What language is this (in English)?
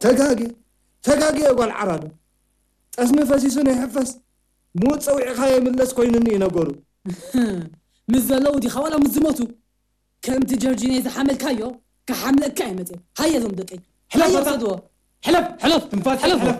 Tigrinya